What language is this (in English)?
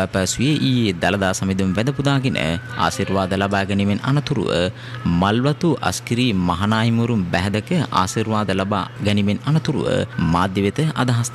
Sinhala